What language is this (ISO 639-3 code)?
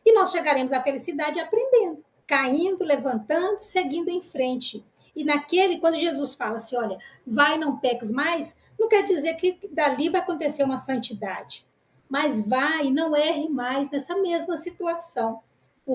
por